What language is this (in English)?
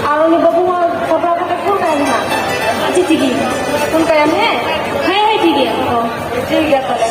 Santali